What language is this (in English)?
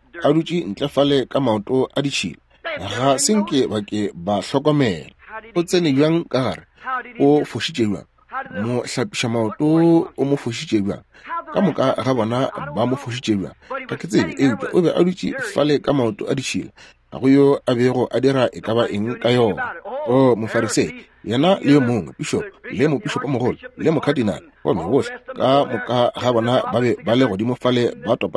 Northern Sotho